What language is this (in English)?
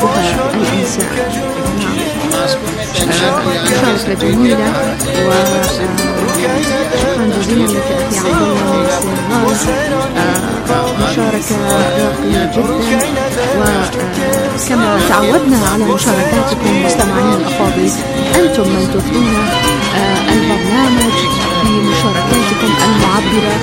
Arabic